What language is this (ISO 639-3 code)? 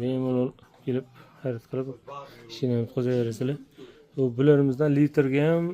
uzb